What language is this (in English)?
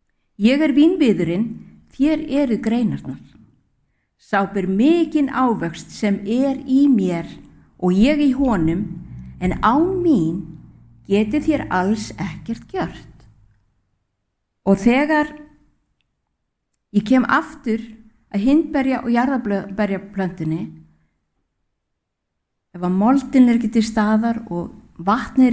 Icelandic